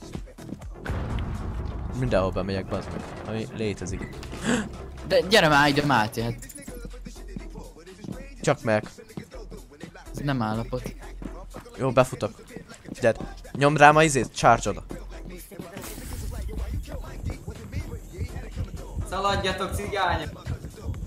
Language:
Hungarian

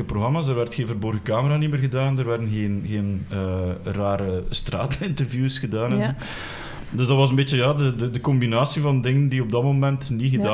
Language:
Dutch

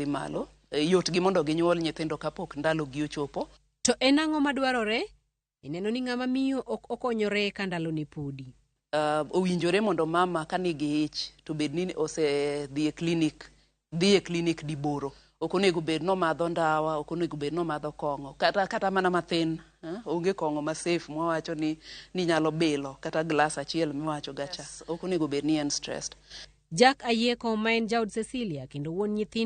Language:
Luo (Kenya and Tanzania)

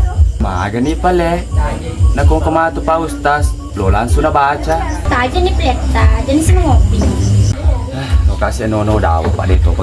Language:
Buginese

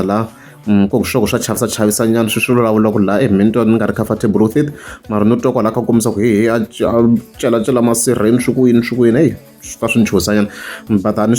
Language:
Tsonga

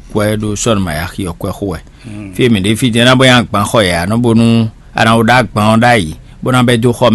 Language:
Fon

